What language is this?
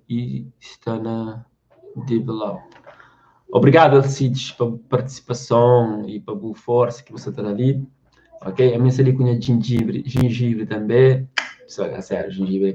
Kabuverdianu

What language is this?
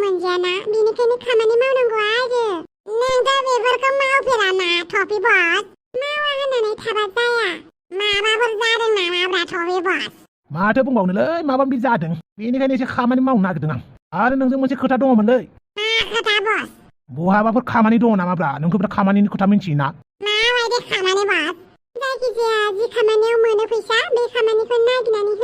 Bodo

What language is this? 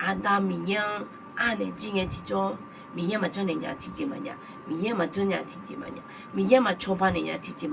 Akha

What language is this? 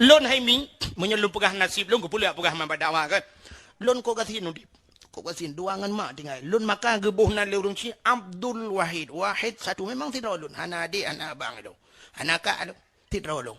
Achinese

